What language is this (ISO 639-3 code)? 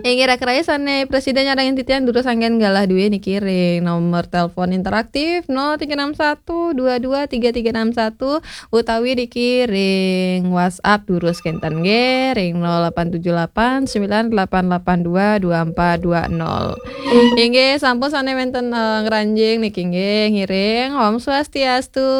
ban